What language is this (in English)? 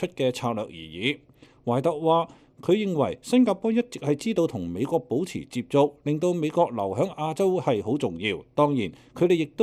Cantonese